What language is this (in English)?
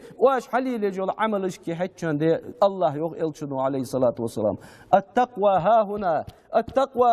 Ingush